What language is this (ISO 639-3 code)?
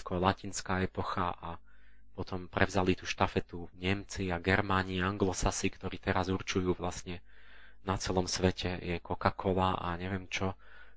slk